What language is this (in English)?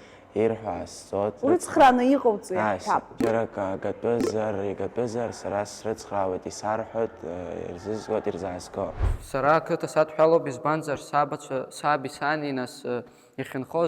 Abkhazian